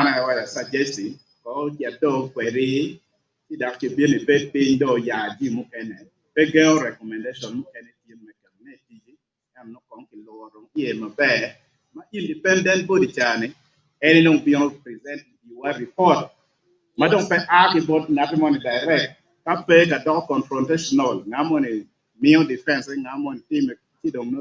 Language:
Acoli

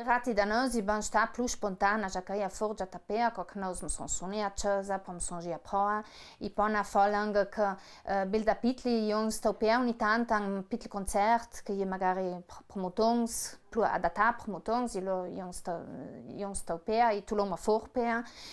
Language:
Ladin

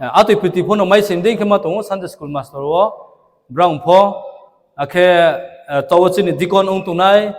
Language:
Riang (India)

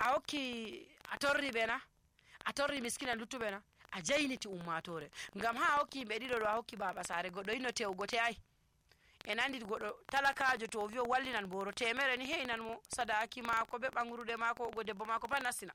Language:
Nigerian Fulfulde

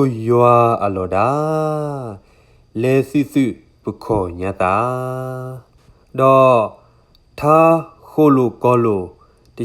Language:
S'gaw Karen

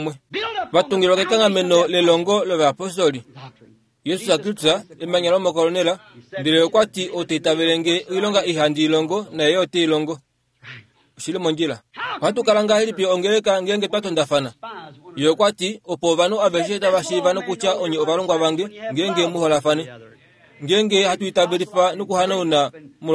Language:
Kuanyama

